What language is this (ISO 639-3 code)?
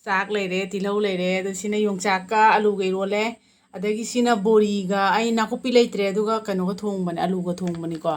mni